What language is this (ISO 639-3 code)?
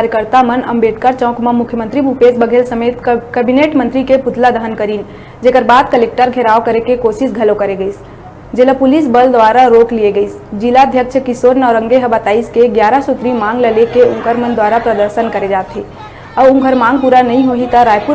hne